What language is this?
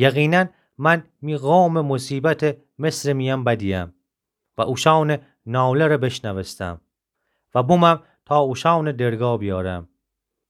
Gilaki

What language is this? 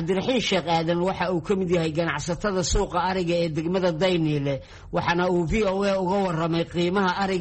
Somali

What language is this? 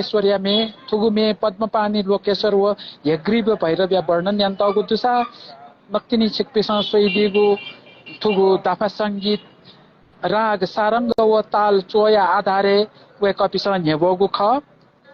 Newari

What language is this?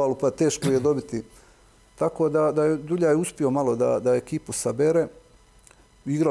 Serbian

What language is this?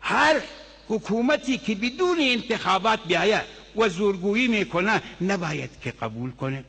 Tajik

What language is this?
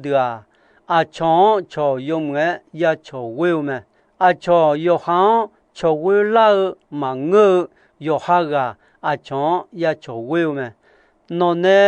Akha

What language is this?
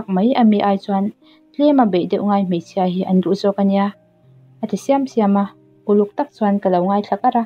Mizo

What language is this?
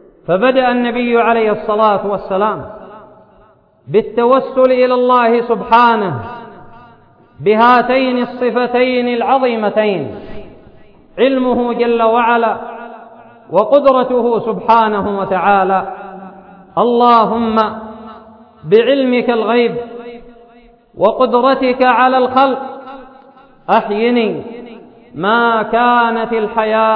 Arabic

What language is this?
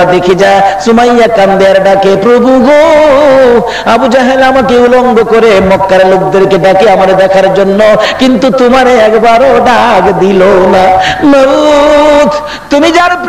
Bangla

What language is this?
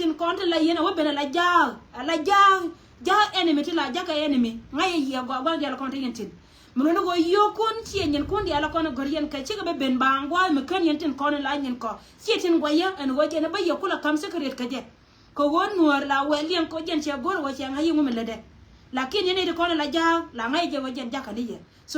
Nuer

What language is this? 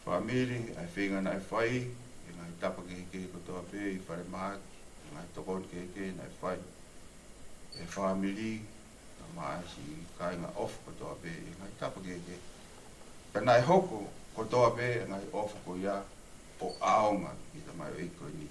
Tongan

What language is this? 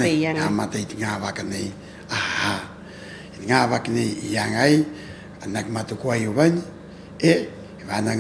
Rapanui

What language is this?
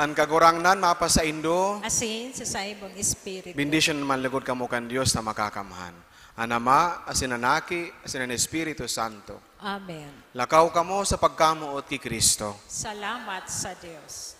Bikol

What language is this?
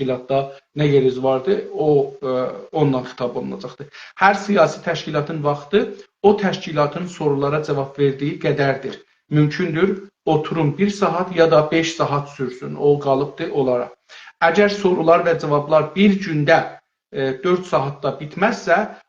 South Azerbaijani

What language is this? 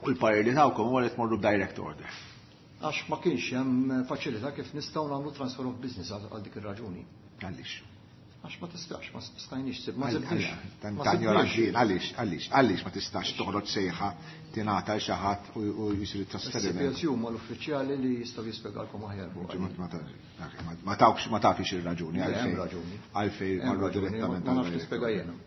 Maltese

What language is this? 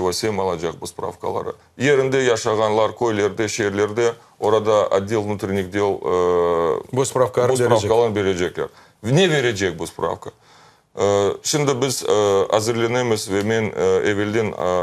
Crimean Tatar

